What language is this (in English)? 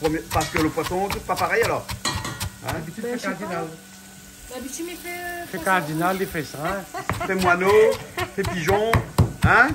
Réunion Creole French